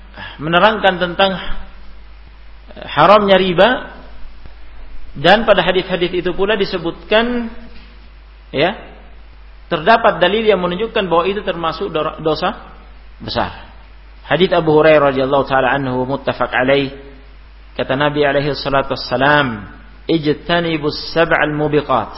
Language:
Indonesian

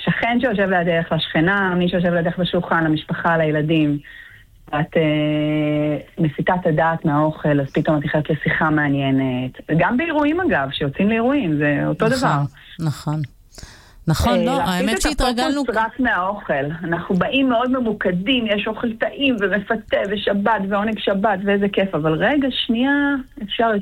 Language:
Hebrew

